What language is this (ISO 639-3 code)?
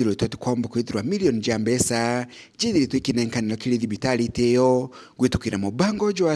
mer